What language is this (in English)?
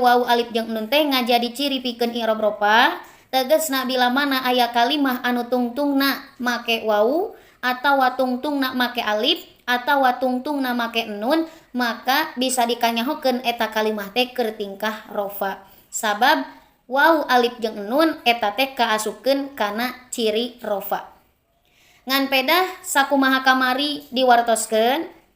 Sundanese